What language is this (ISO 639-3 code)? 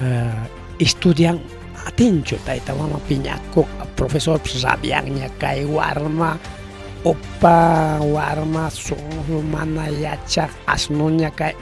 quy